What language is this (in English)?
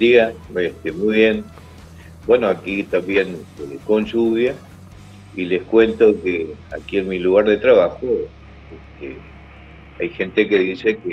Spanish